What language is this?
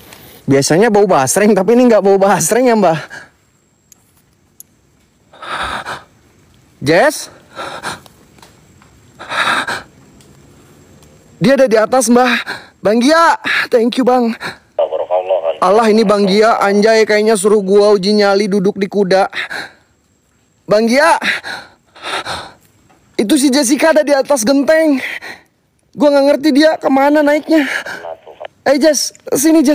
Indonesian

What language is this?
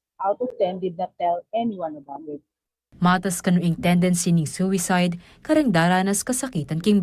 Pampanga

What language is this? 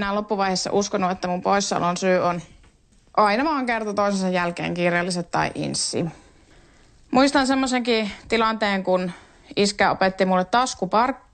Finnish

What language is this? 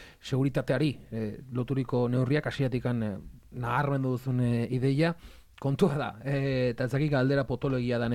Basque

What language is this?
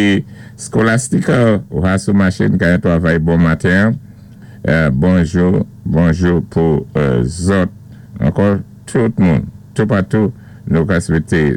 Saint Lucian Creole French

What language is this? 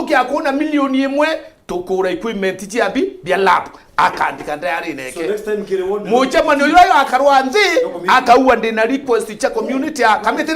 Meru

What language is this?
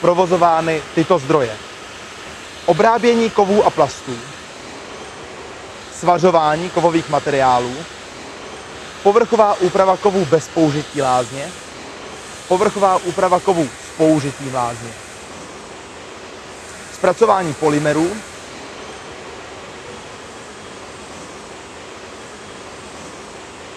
Czech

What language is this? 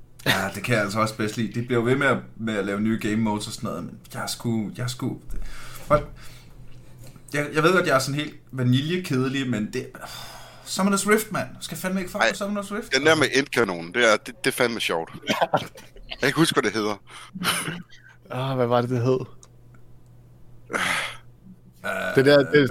Danish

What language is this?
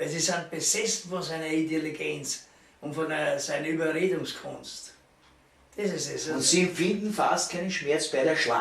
Bavarian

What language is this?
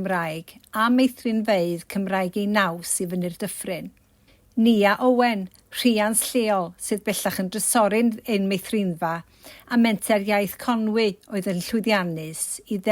Welsh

